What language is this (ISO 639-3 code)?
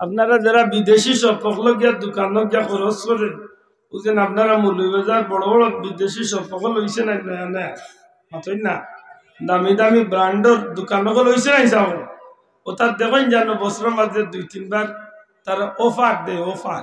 syl